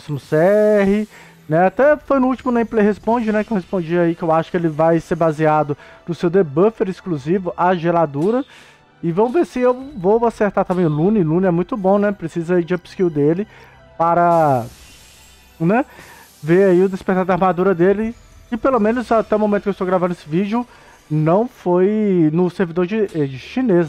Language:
Portuguese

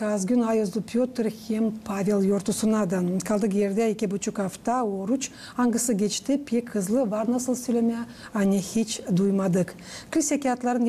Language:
Gagauz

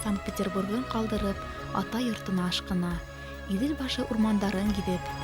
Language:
Bashkir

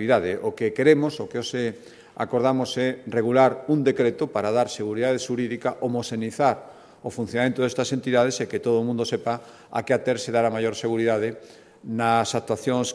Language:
Galician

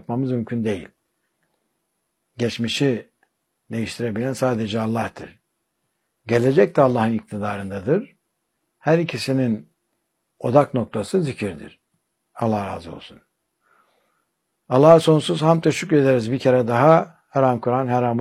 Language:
Turkish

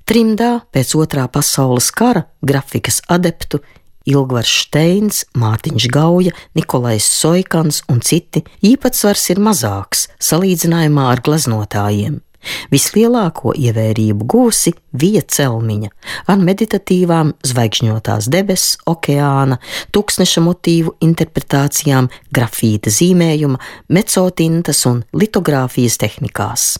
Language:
Latvian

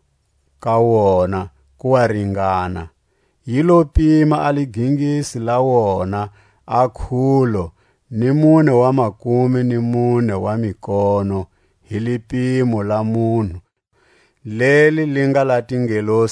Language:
Tswa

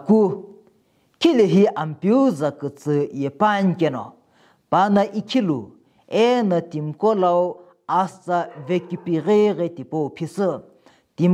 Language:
Sumi Naga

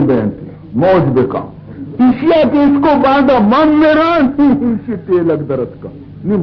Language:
Baluchi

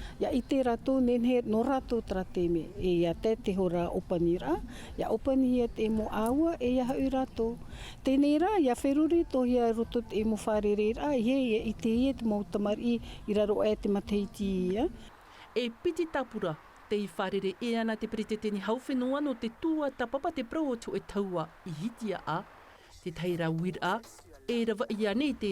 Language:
Tahitian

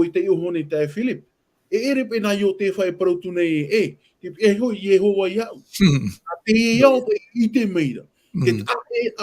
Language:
Tahitian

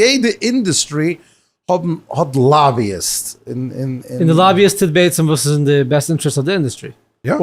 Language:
Yiddish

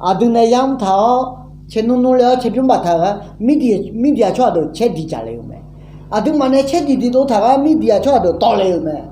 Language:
Akha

